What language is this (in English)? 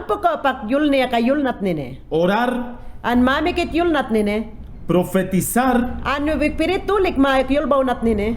Mayangna